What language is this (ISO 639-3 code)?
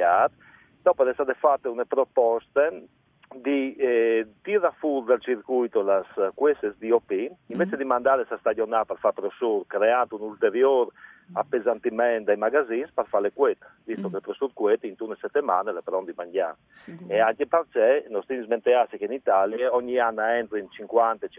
fur